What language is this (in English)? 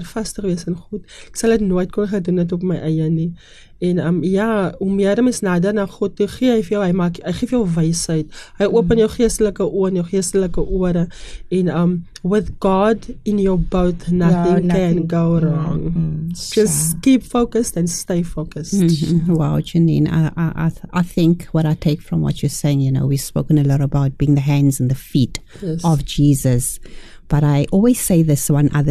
Afrikaans